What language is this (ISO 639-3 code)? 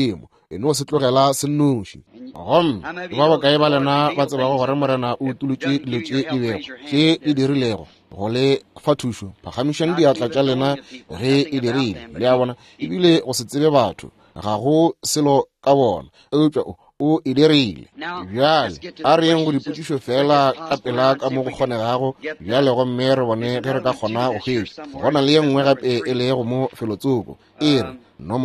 nso